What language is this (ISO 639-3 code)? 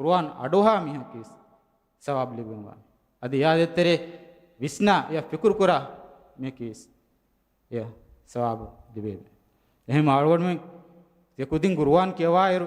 div